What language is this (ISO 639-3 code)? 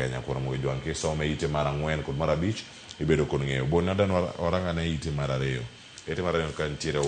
luo